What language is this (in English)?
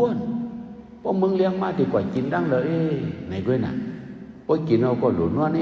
Shan